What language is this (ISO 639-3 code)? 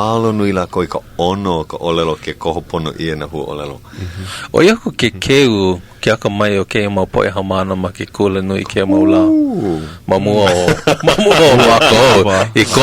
haw